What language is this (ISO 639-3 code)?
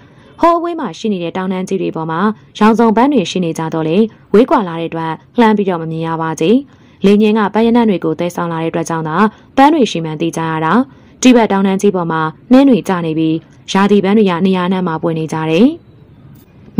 mya